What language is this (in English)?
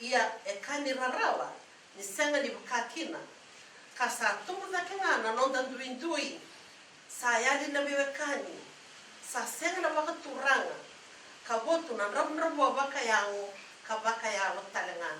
Fijian